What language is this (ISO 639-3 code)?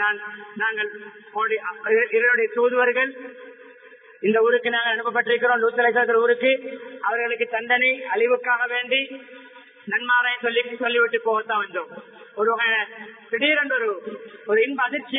tam